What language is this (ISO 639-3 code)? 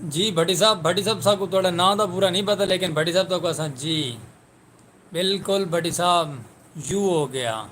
skr